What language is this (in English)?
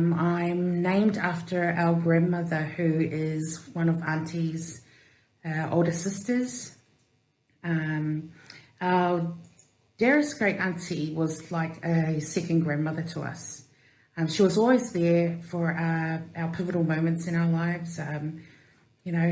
Samoan